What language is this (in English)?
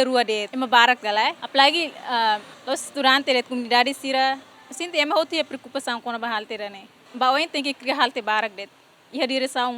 Tetum